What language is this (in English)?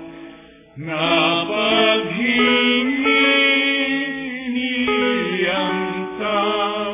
Filipino